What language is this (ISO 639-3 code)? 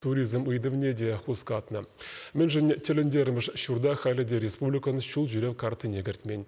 chv